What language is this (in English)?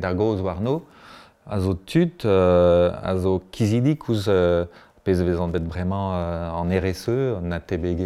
Breton